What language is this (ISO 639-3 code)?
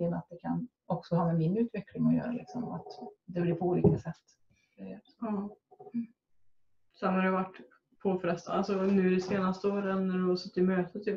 swe